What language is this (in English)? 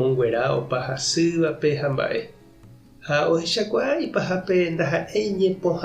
Guarani